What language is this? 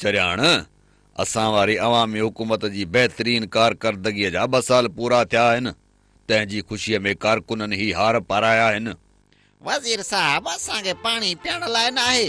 Sindhi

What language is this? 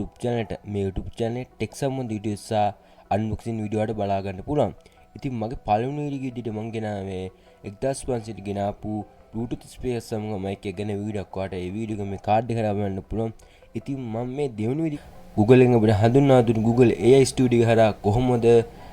Sinhala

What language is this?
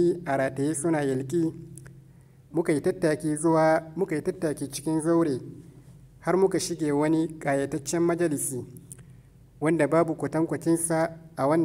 Hausa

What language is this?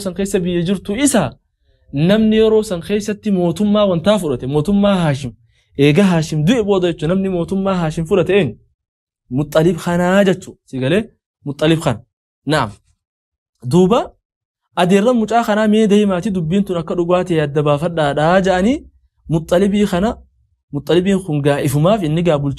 Oromo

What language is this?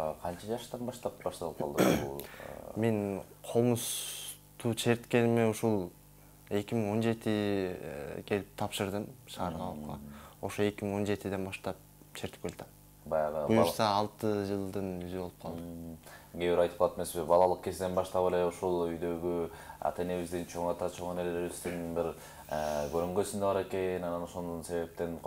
Kyrgyz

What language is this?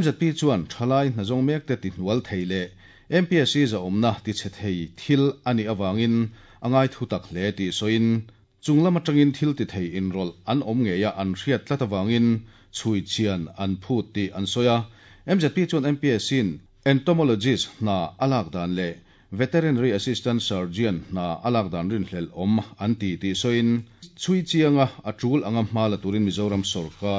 Mizo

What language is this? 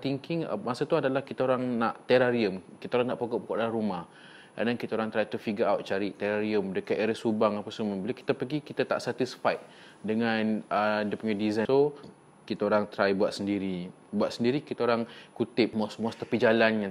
Malay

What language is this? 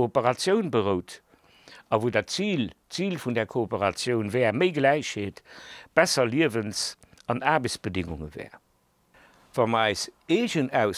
Luxembourgish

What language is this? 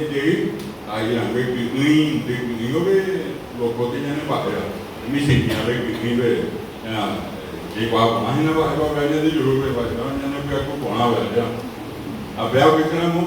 Guarani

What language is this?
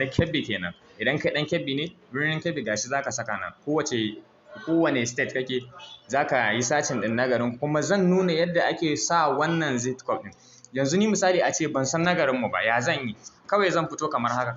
Hausa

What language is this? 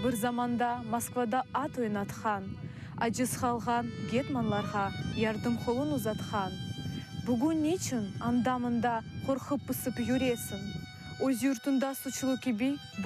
Crimean Tatar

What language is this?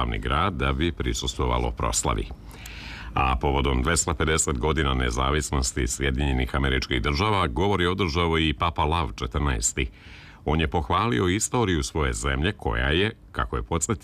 Serbian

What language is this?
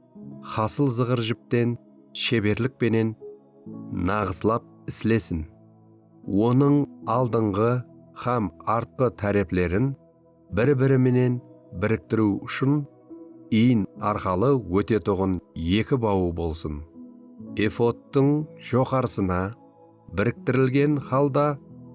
Kara-Kalpak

